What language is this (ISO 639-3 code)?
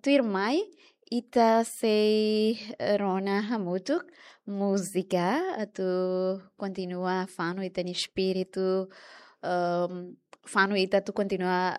tet